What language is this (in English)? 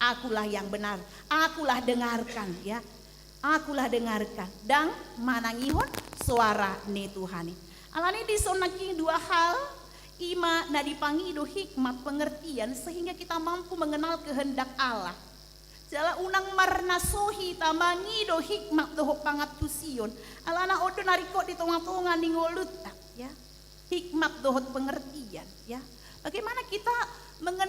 Batak Toba